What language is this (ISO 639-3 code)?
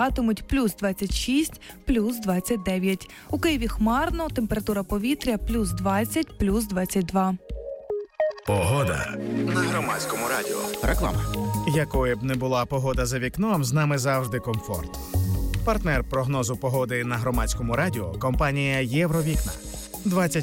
ukr